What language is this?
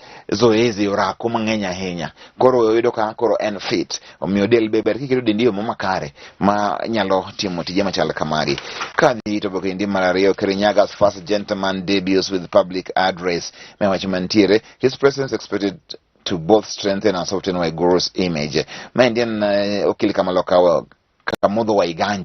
Luo (Kenya and Tanzania)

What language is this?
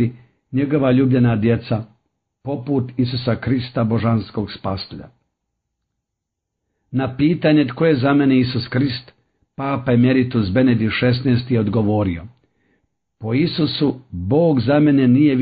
Croatian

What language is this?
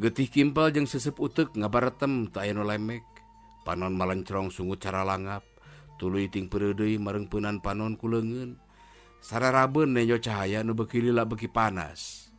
Sundanese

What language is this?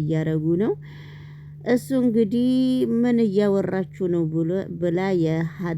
Amharic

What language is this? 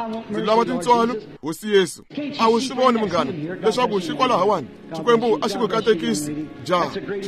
Tsonga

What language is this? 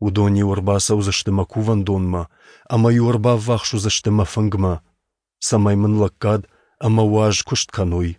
Ossetic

